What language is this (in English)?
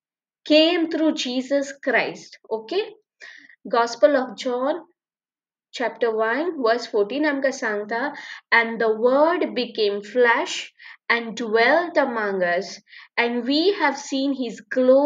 Konkani